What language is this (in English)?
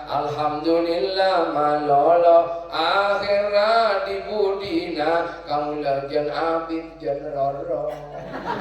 Madurese